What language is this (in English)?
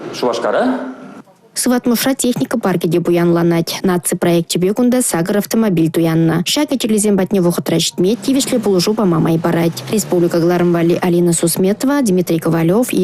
Chuvash